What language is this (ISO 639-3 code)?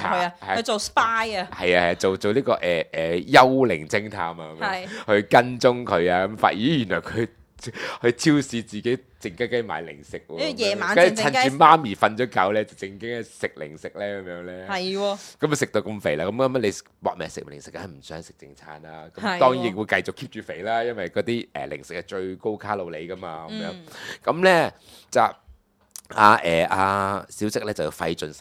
yue